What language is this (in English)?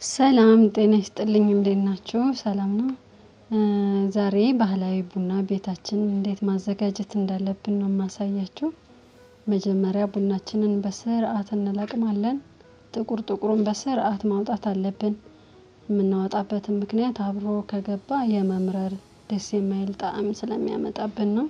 Amharic